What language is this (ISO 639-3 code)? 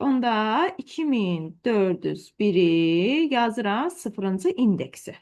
aze